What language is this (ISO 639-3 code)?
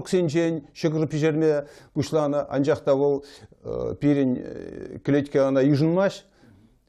chv